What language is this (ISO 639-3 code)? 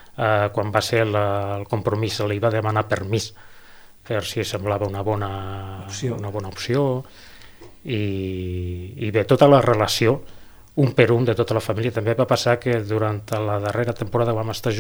cat